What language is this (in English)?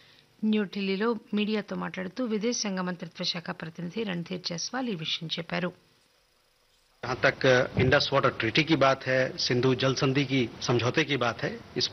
Telugu